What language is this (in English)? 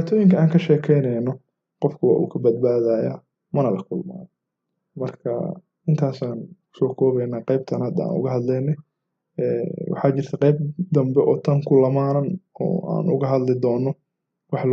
Somali